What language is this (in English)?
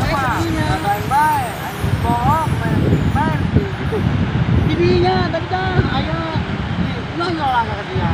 Sundanese